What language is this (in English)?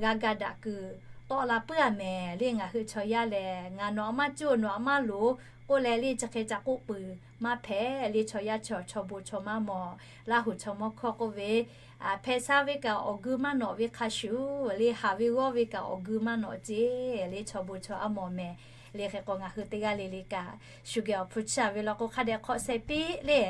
Lahu